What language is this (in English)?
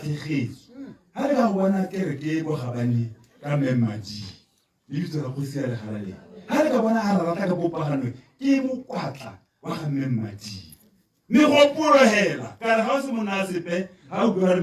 Tswana